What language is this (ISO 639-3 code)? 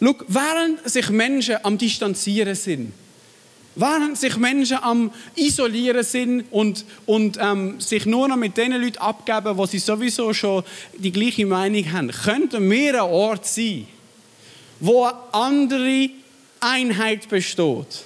gsw